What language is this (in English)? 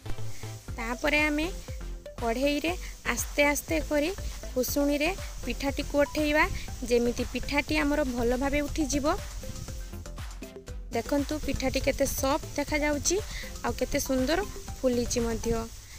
Odia